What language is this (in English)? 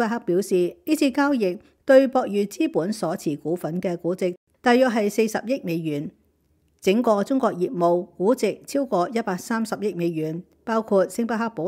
Cantonese